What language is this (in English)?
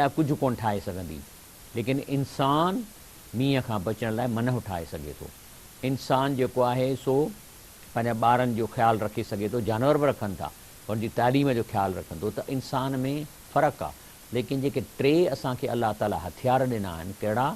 Sindhi